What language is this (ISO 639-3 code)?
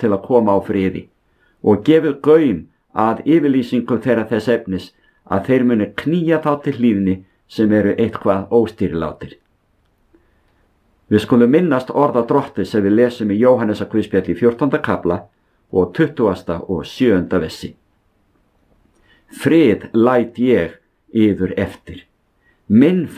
isl